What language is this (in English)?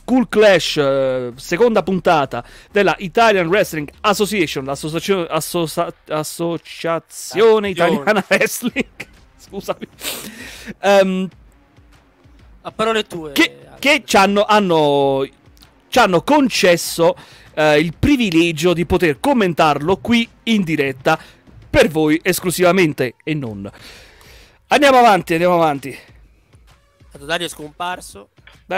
Italian